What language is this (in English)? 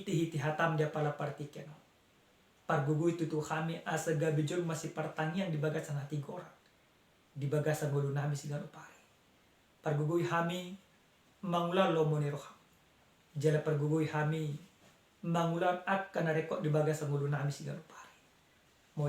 Batak Toba